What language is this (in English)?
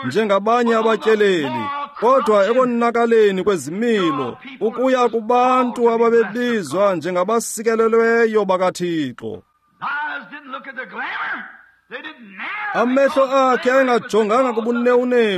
Xhosa